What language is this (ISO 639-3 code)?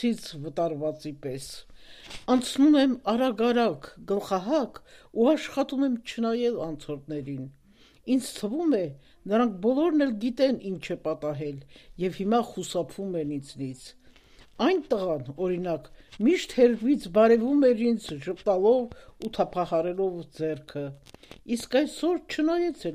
hye